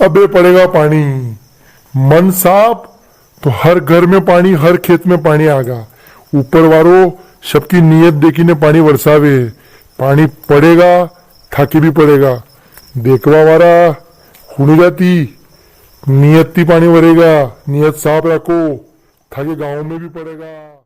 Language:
Rajasthani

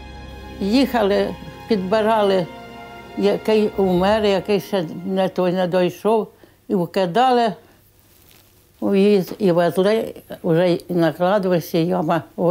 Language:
Ukrainian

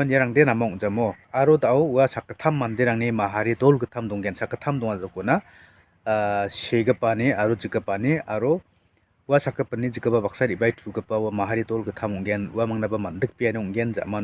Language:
Garo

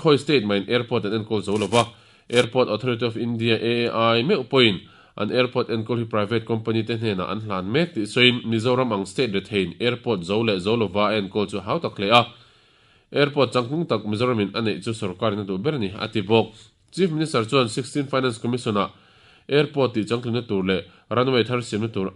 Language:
Mizo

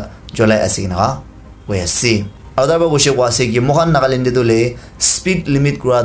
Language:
Naga Pidgin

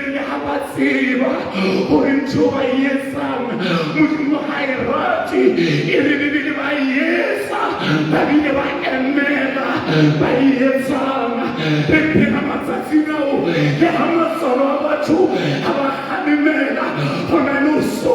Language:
Southern Sotho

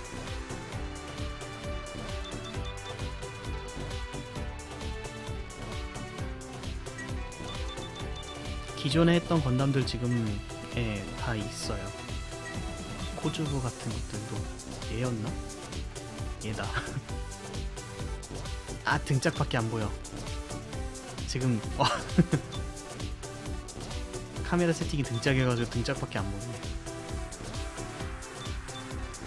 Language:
Korean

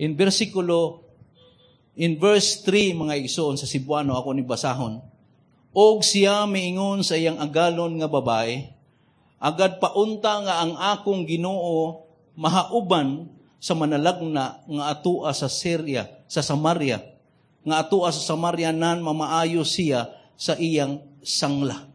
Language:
Cebuano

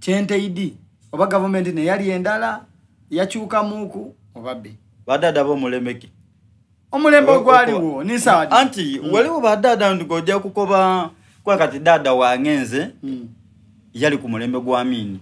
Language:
Soga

